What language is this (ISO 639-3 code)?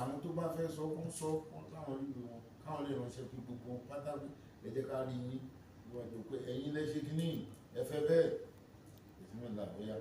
yor